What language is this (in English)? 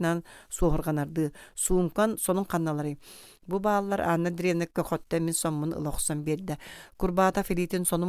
Yakut